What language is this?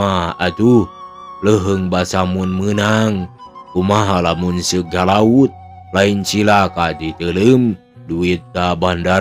Sundanese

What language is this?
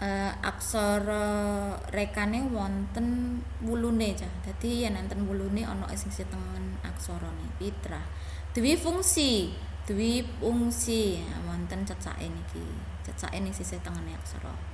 Javanese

